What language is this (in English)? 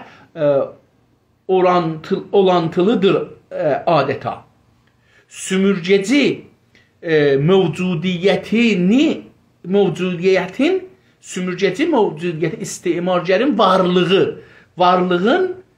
South Azerbaijani